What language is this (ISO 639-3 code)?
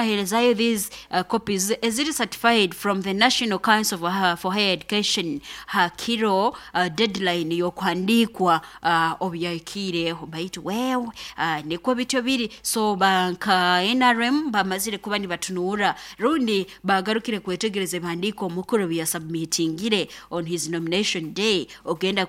nyo